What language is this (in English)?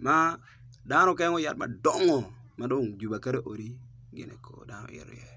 Acoli